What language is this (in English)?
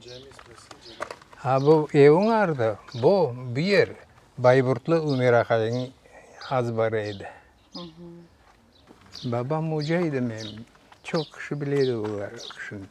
Crimean Tatar